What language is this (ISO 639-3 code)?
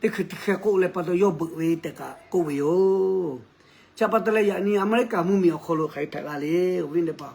lhu